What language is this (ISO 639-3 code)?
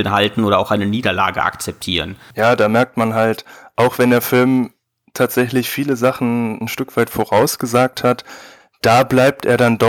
deu